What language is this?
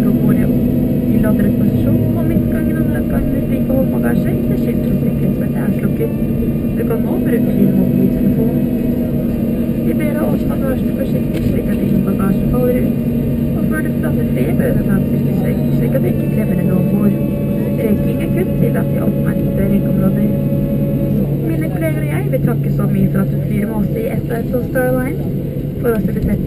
Norwegian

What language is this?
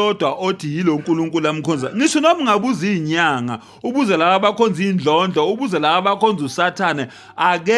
Zulu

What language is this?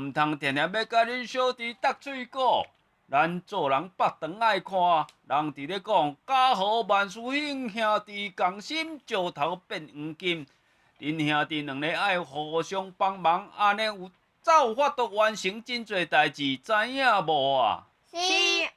Min Nan Chinese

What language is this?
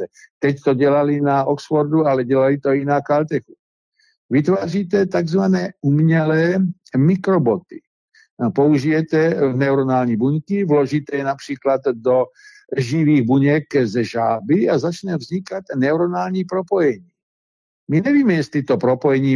Czech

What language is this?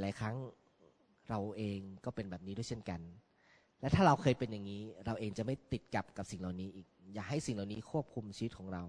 Thai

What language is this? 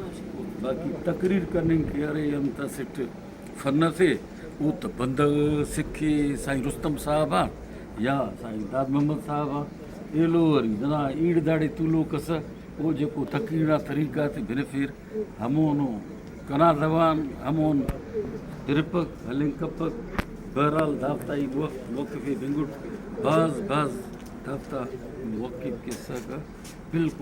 Brahui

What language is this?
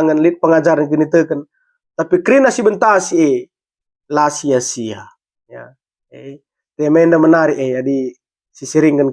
Batak Karo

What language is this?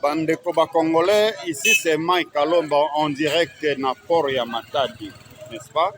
Lingala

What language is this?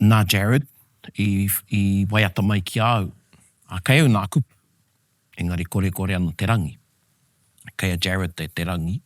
Māori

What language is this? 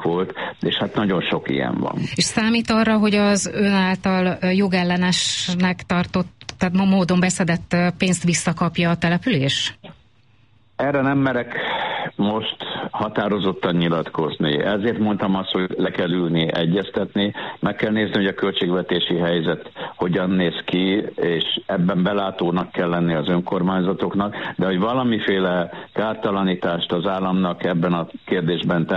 Hungarian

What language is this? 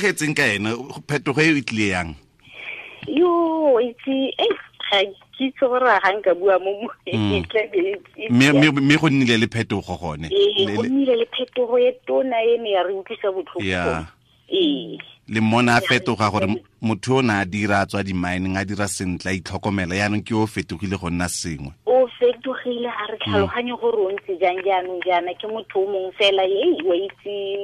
Tswana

